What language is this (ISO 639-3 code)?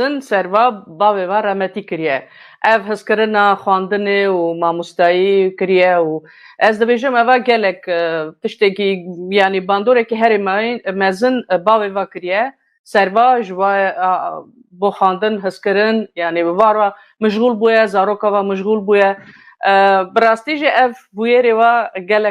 kur